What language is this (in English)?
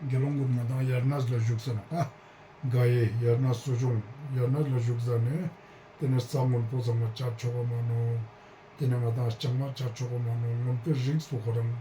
Ladakhi